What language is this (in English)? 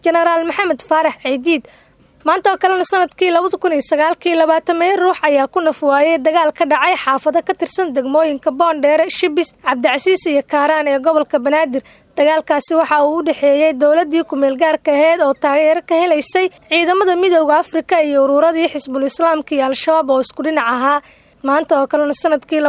Somali